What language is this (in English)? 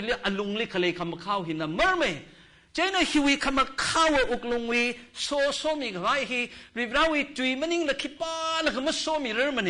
Tangkhul Naga (India)